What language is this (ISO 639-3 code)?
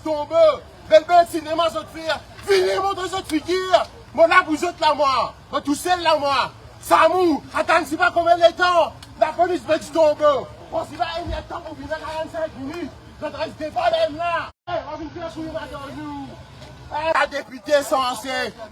mfe